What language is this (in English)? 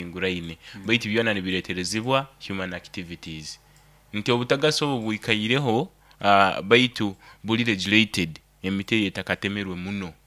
Nyoro